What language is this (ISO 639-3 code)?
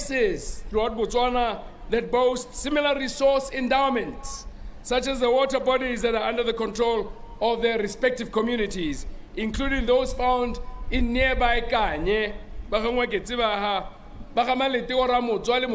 tsn